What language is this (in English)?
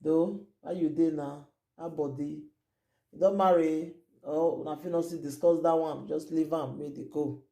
Nigerian Pidgin